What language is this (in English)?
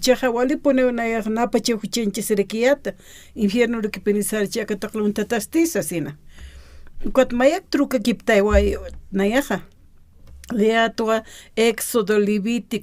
Aymara